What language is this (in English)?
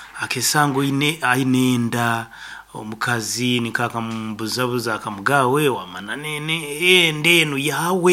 Nyankole